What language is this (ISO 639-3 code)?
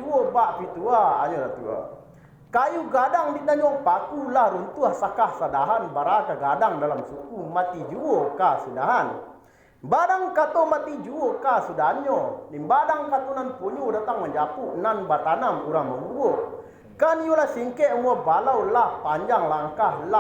min